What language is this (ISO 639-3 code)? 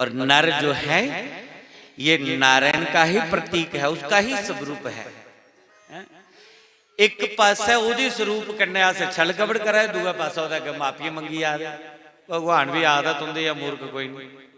doi